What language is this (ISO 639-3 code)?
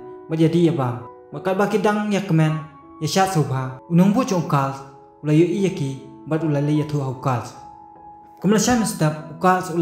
kha